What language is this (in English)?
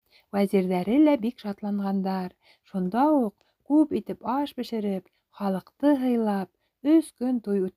Bashkir